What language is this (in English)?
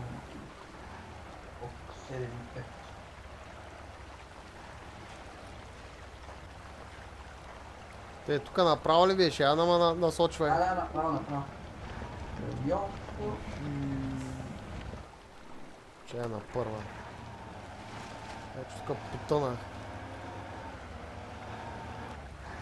Bulgarian